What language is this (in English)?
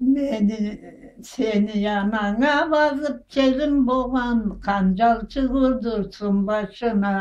Karachay-Balkar